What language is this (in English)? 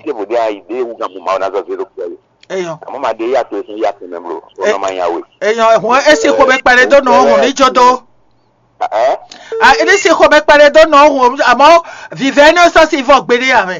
Fon